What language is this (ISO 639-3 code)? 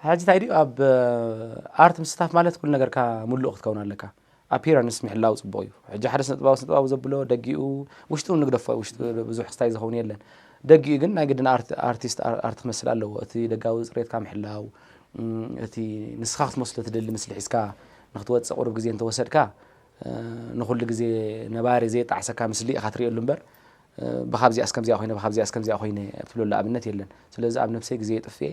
tir